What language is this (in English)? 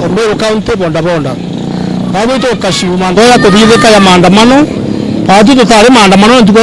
Meru